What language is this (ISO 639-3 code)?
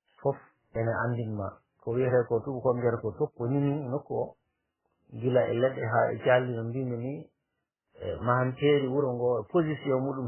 ful